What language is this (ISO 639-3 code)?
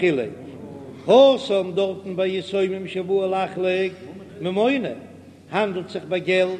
yid